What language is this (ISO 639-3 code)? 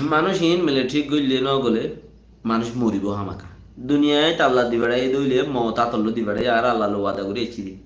rhg